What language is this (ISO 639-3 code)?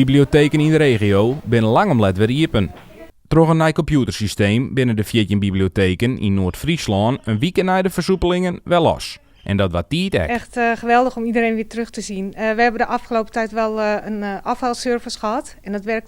fry